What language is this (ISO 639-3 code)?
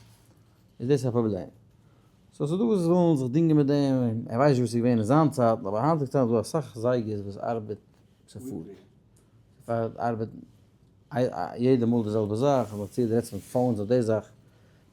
yid